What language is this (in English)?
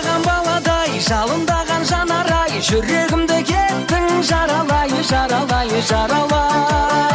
Kara-Kalpak